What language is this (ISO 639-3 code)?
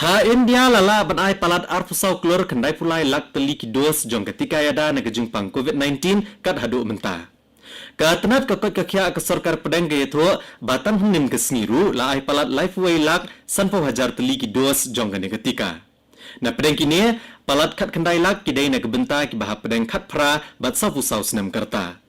kha